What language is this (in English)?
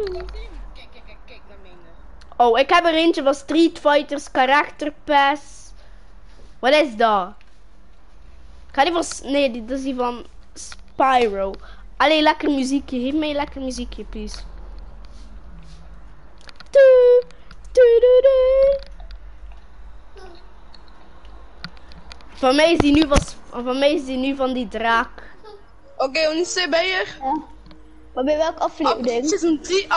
Dutch